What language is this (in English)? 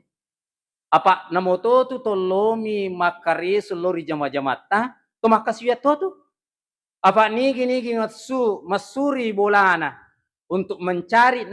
Buginese